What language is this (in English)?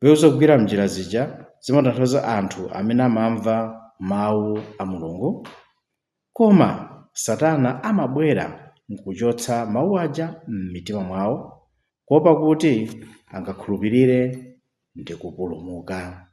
Nyanja